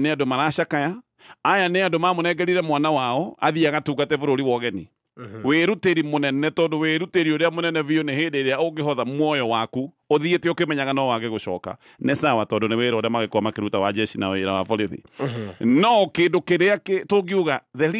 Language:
Kikuyu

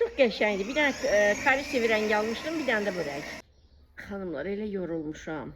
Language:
Azerbaijani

